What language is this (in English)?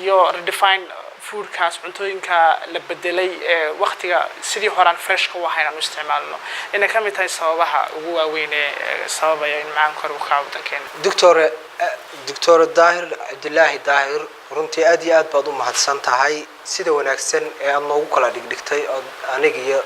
Somali